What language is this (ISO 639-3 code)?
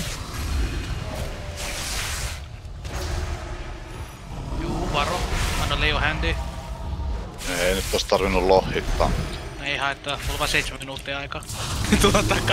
fin